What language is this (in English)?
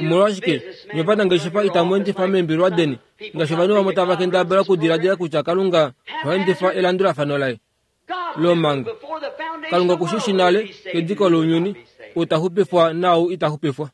Kuanyama